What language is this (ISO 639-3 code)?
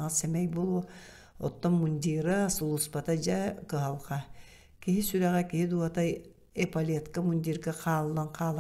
sah